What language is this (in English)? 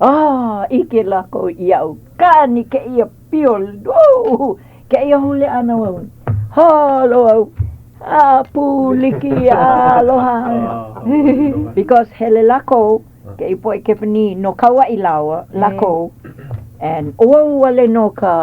Hawaiian